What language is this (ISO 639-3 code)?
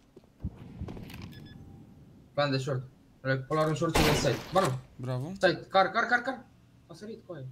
ron